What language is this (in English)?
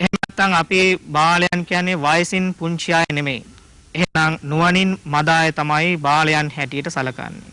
Sinhala